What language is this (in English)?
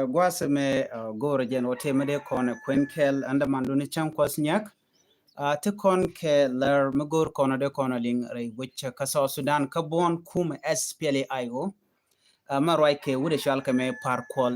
Nuer